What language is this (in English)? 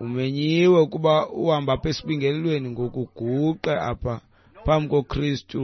Xhosa